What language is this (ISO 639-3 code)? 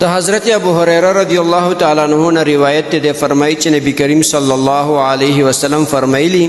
pus